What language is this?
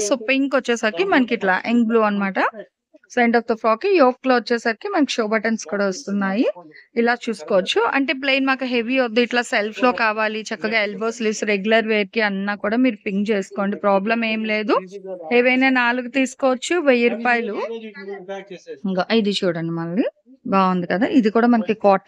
Telugu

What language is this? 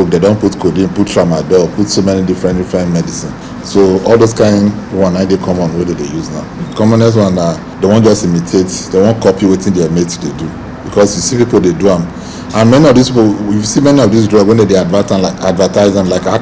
Nigerian Pidgin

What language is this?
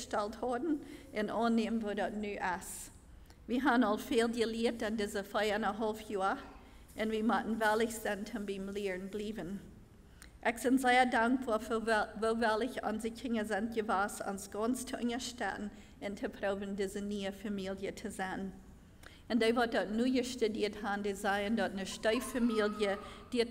Plautdietsch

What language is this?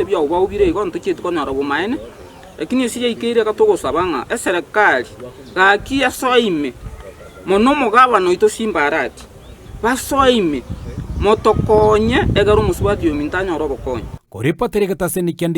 Gusii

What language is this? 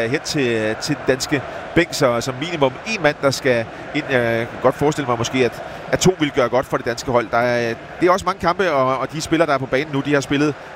Danish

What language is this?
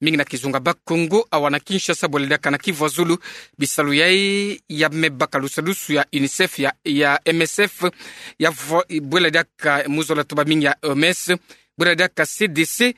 Kituba (Democratic Republic of Congo)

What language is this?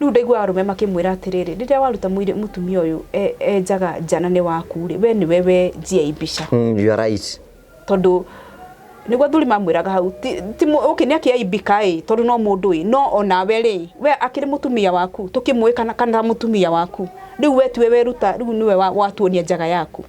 Kikuyu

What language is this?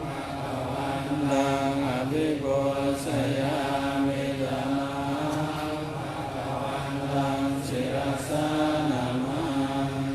Pali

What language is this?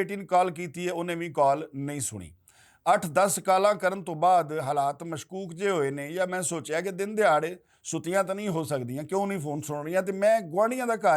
Western Panjabi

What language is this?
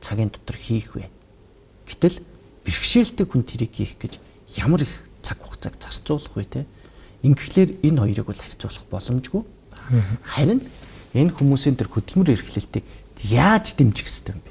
Mongolian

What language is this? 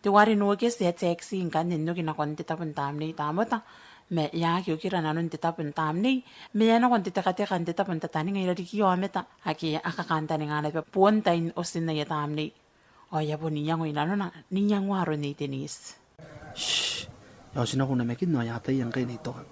Gilbertese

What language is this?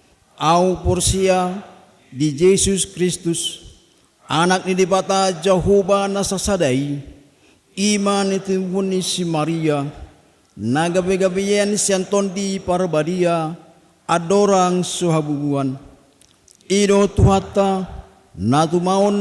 Batak Toba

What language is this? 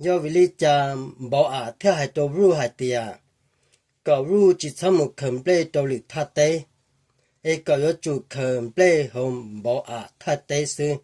Hmong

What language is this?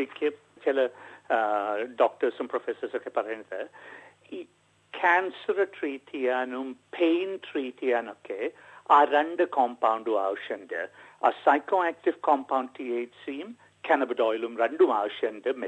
Malayalam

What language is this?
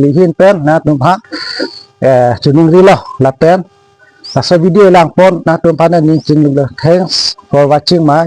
Karbi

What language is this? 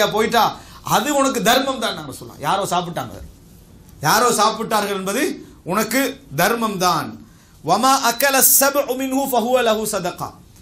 Tamil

